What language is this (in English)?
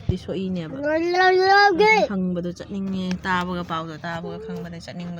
Manipuri